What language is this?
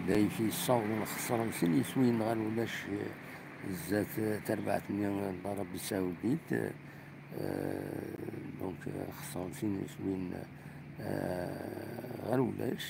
Kabyle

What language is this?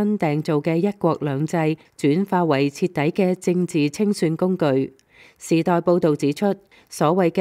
Cantonese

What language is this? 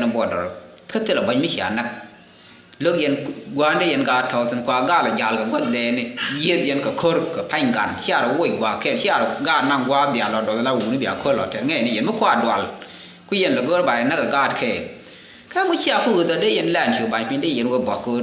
Nuer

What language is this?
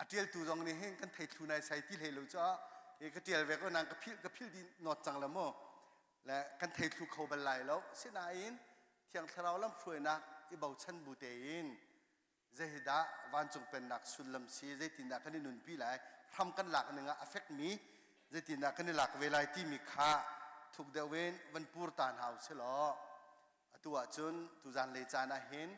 Hakha Chin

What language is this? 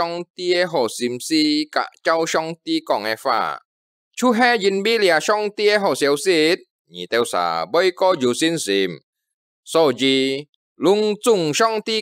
Hakka Chinese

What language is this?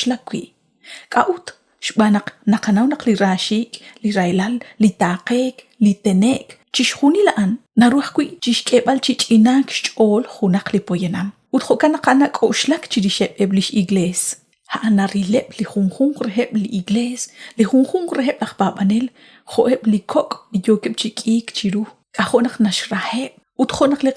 Kekchí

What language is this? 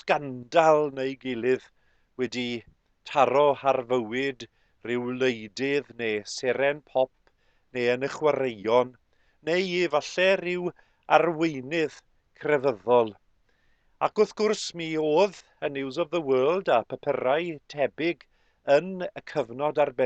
Welsh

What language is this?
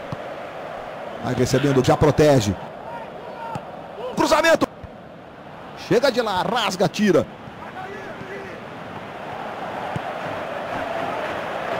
Portuguese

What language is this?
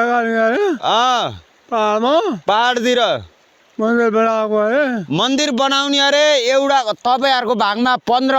Nepali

